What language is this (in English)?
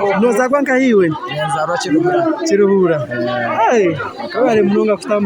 Nyankole